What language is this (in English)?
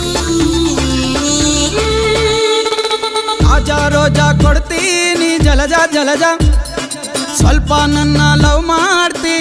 Kannada